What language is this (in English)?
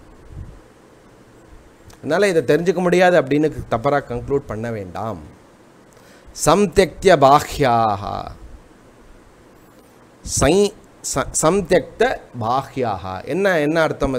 Tamil